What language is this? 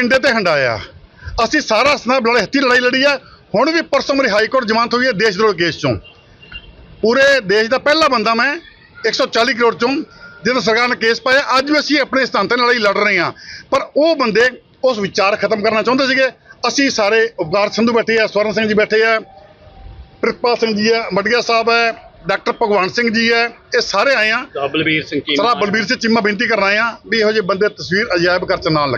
Punjabi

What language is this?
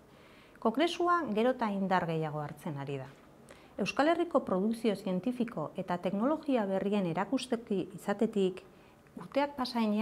Basque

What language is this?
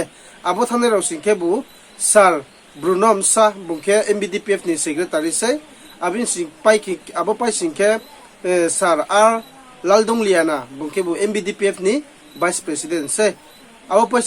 Riang (India)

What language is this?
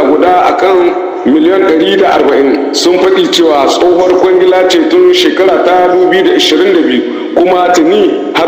Hausa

